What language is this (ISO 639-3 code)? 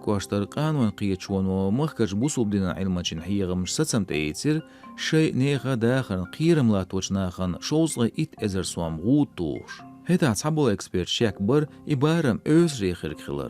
che